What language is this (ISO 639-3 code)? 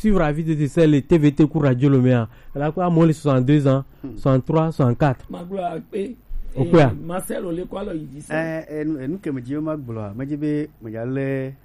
gej